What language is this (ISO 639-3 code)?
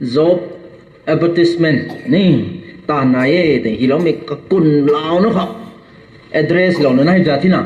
nbu